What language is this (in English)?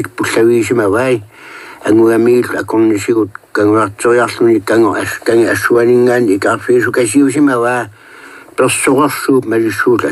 Kalaallisut